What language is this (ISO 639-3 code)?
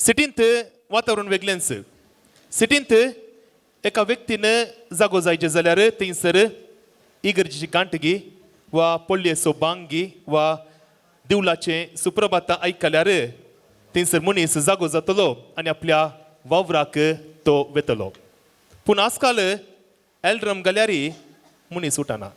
kok